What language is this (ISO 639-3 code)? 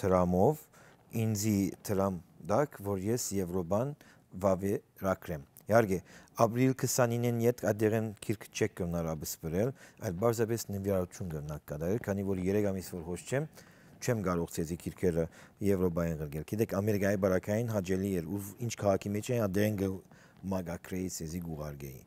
hyw